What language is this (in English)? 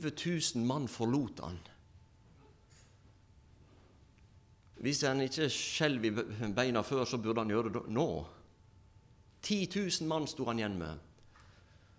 Norwegian